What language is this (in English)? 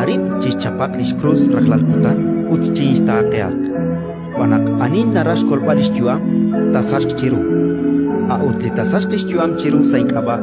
Kekchí